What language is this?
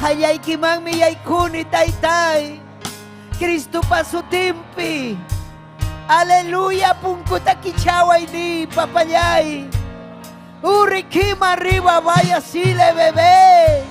Ayacucho Quechua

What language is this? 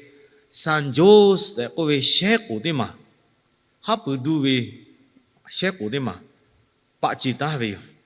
Lahu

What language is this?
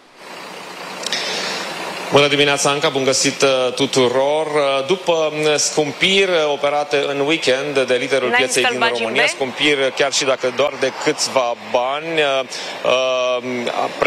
Romanian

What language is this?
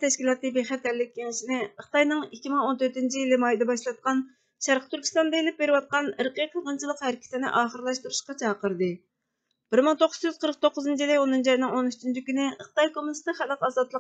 Uyghur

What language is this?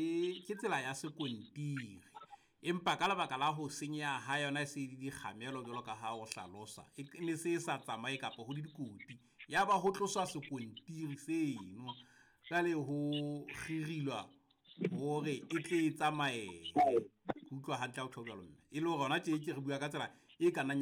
Southern Sotho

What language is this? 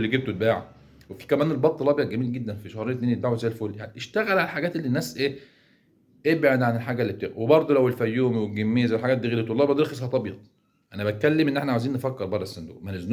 Egyptian Arabic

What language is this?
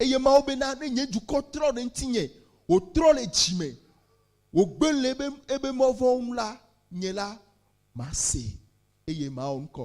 Ewe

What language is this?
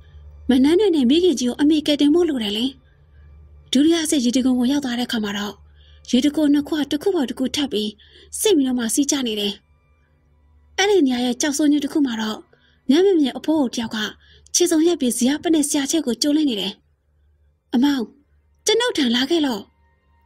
Burmese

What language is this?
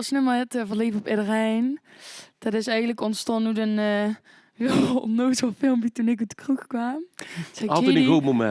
Limburgish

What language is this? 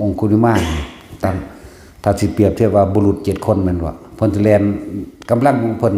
Northeastern Thai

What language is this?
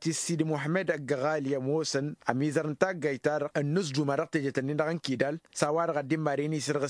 Tamasheq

